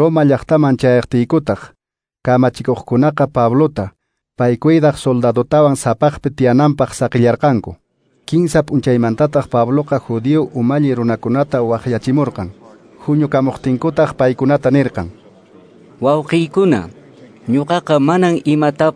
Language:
Quechua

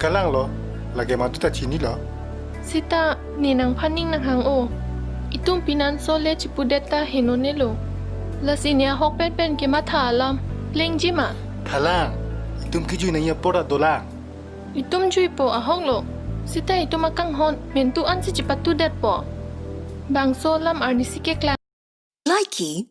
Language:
Karbi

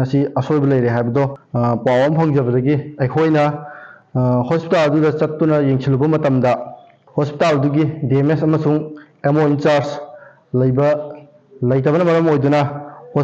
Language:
Manipuri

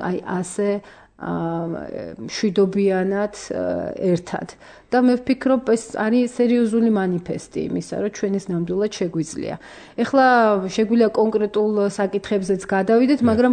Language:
Georgian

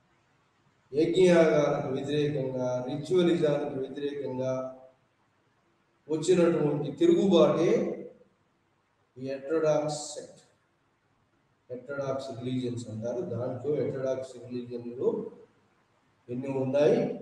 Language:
Telugu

